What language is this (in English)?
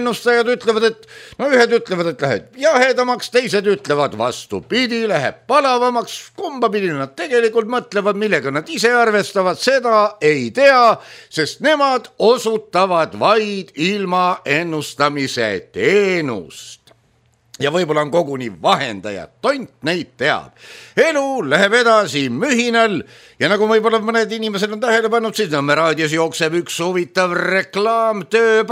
Estonian